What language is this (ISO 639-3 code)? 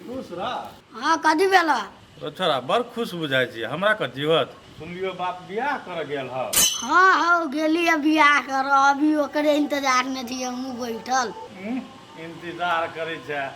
mai